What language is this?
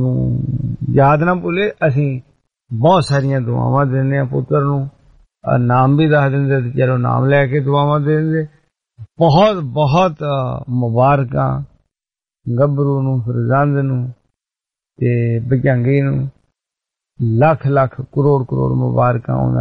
Punjabi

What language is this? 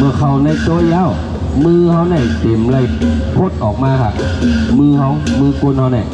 Shan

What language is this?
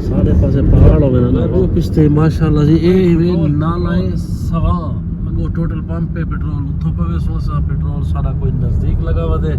Saraiki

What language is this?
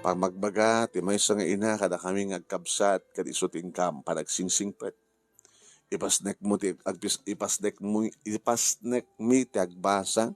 Iloko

